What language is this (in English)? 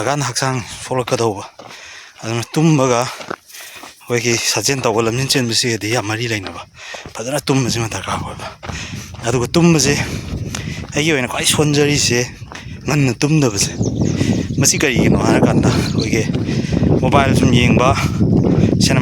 Manipuri